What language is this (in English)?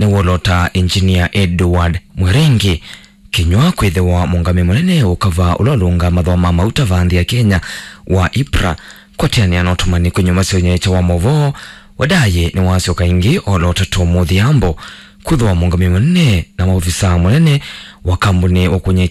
Kamba